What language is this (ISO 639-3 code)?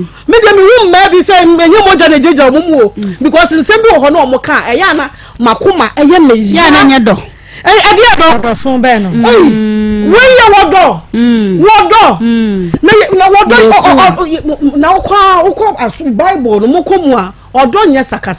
aka